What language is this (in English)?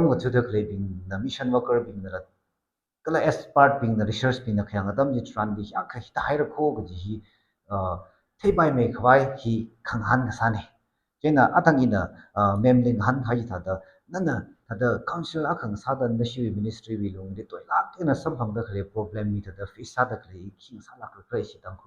Tangkhul Naga (India)